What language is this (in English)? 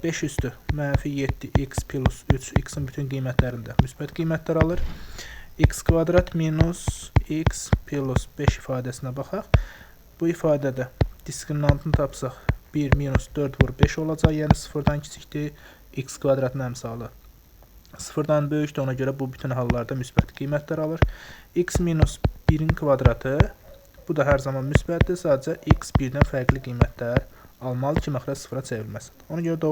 Azerbaijani